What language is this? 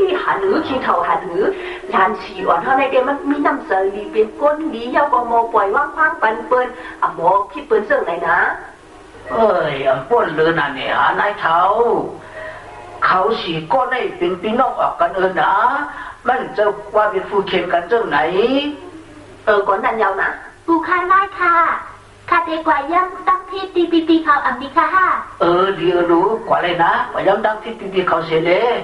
Shan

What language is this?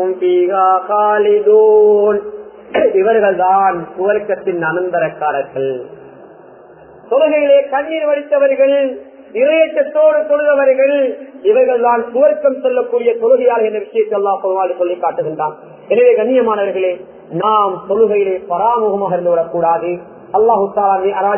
Tamil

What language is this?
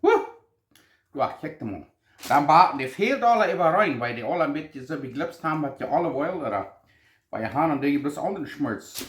Plautdietsch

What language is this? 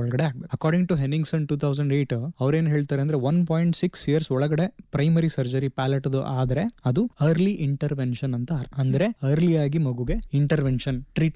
Kannada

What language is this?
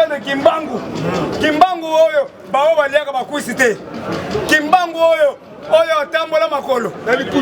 Lingala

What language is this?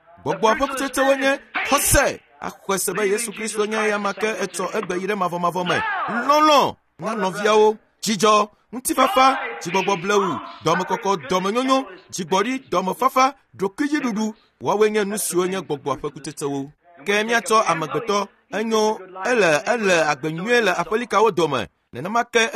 Ewe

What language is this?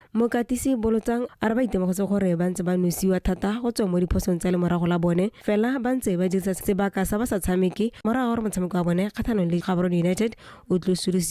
Tswana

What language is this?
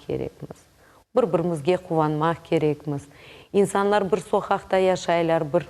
Crimean Tatar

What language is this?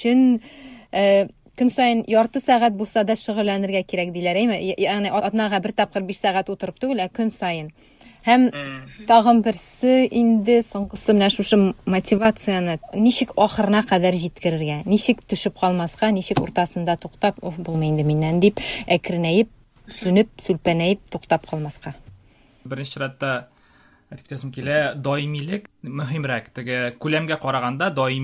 Tatar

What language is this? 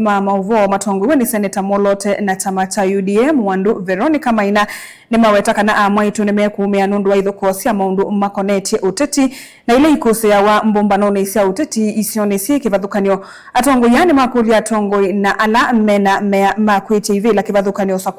Kamba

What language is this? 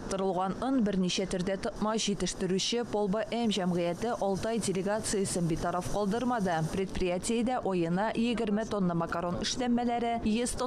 Tatar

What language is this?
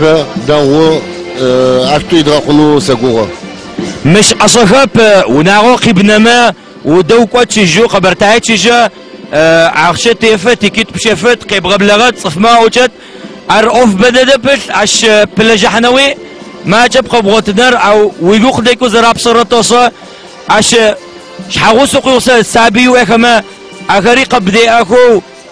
Adyghe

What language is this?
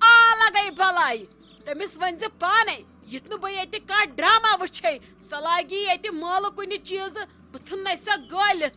Kashmiri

